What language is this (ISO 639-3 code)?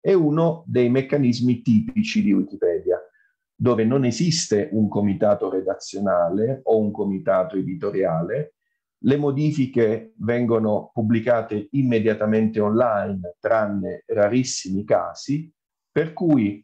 ita